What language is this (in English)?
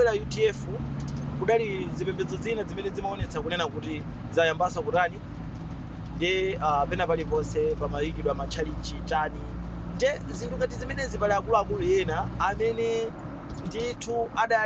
Nyanja